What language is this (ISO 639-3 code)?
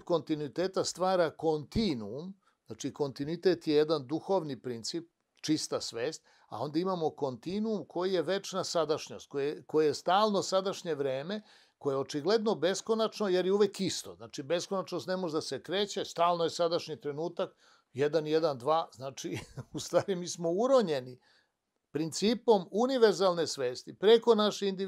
srp